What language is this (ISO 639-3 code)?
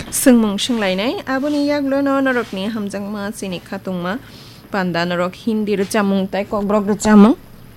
trp